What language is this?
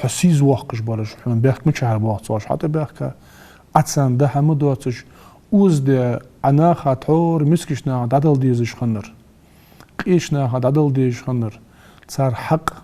Ingush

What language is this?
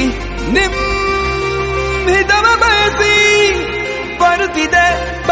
Kannada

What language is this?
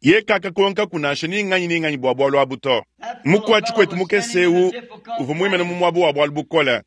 Luba-Lulua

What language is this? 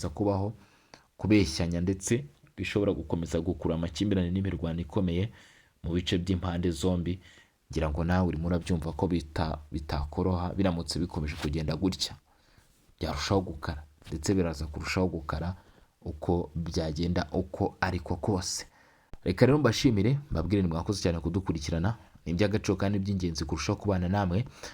Kinyarwanda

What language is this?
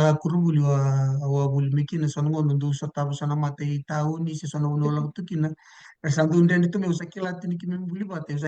Fijian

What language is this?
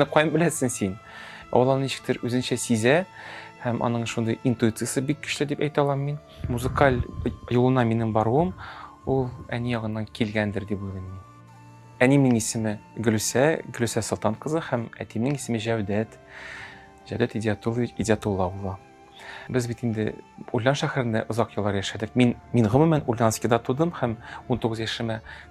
Tatar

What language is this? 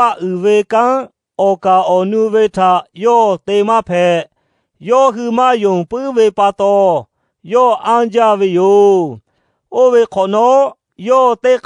Lahu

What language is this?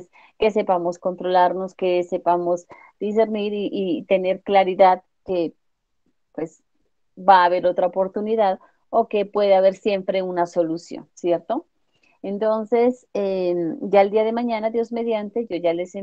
Spanish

